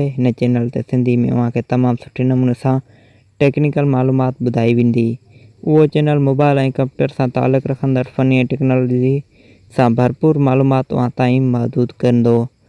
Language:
Sindhi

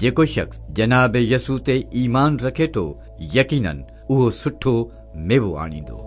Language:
Sindhi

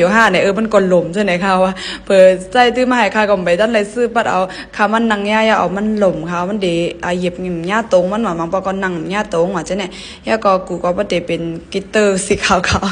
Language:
Shan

